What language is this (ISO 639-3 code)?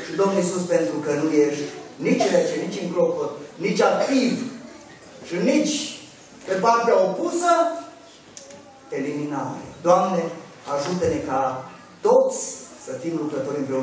ron